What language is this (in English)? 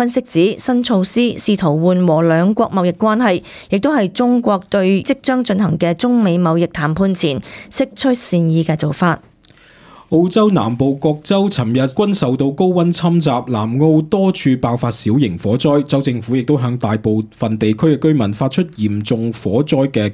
Cantonese